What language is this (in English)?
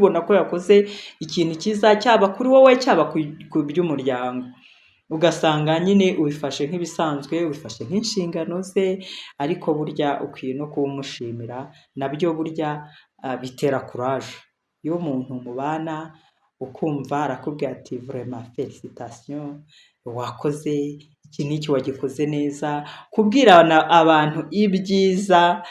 Kinyarwanda